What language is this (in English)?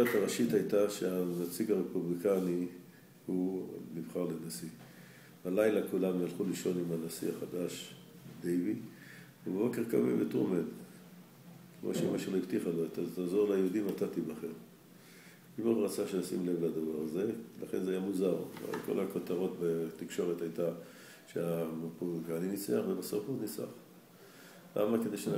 Hebrew